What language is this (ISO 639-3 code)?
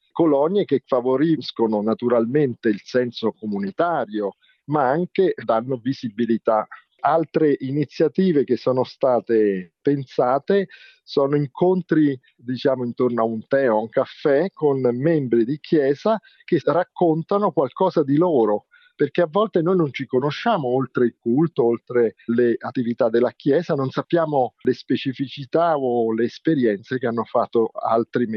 ita